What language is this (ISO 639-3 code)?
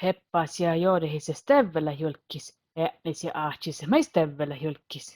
sme